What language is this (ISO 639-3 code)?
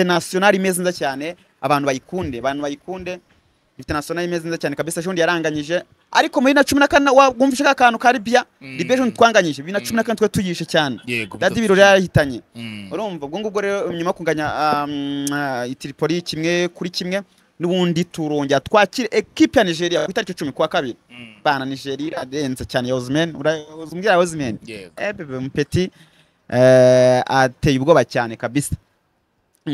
kin